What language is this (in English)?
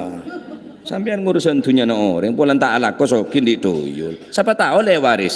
Madurese